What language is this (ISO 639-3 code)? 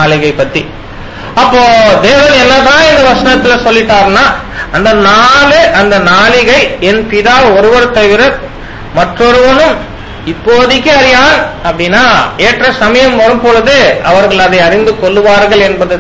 tam